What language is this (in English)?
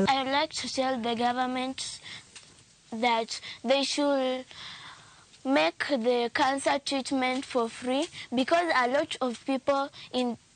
Luo (Kenya and Tanzania)